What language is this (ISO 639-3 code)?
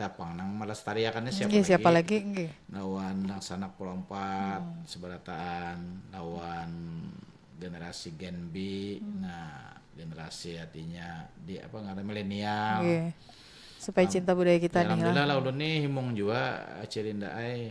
bjn